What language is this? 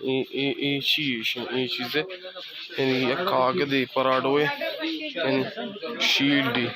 Baluchi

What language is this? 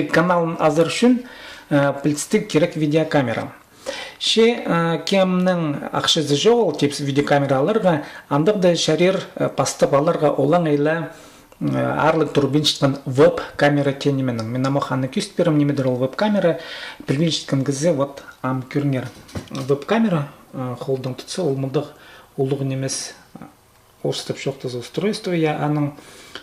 Khakas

